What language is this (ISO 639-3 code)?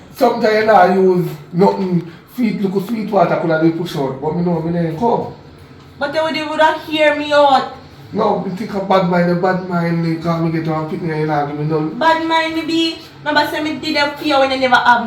jam